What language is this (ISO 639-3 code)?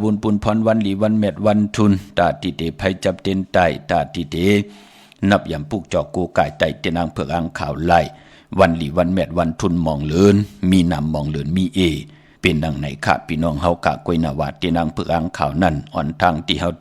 shn